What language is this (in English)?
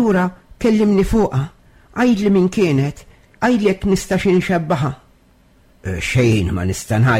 Maltese